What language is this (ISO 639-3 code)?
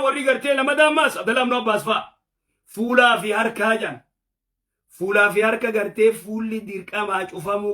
orm